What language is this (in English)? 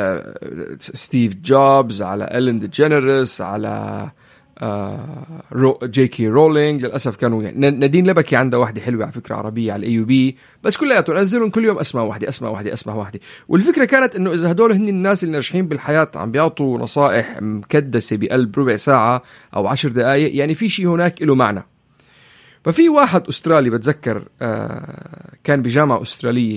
North Levantine Arabic